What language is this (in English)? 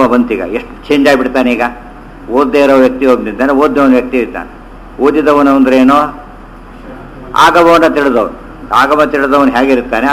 Kannada